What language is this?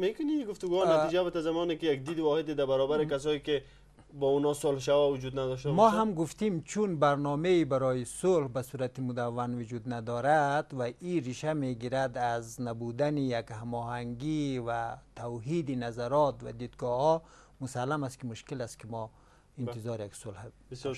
Persian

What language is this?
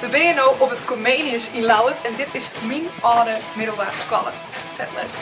Western Frisian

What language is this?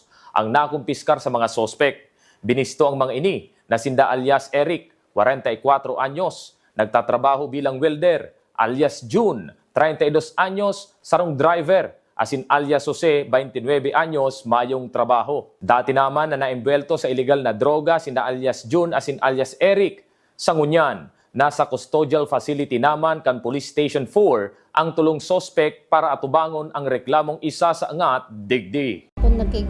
Bikol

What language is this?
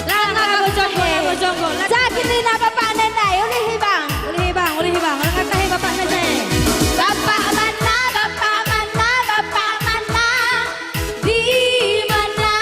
Batak Karo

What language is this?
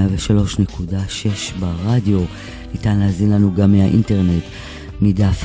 Hebrew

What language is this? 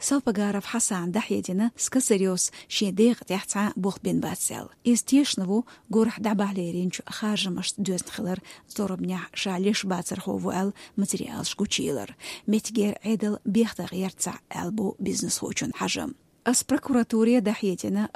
Chechen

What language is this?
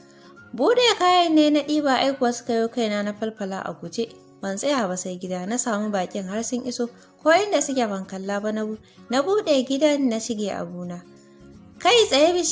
Hausa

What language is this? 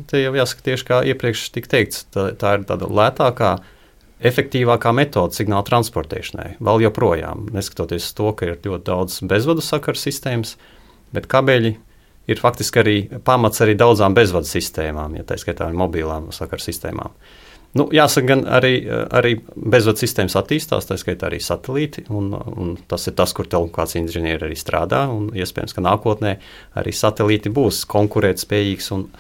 Latvian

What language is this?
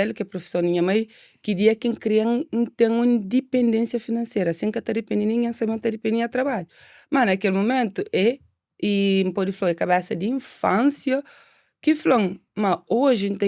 Kabuverdianu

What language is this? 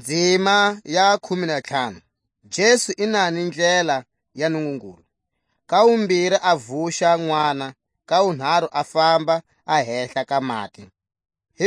Tswa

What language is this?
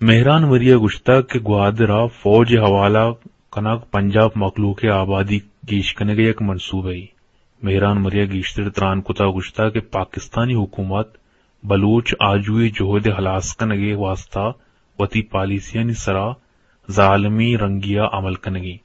Eastern Balochi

